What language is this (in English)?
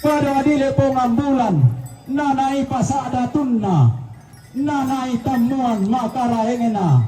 Toraja-Sa'dan